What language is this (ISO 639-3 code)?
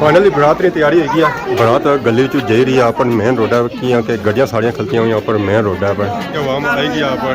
phr